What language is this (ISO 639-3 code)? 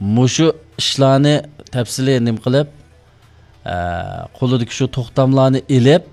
uig